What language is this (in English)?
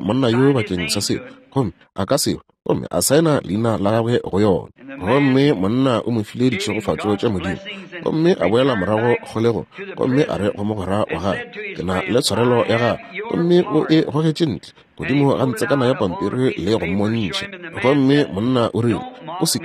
Northern Sotho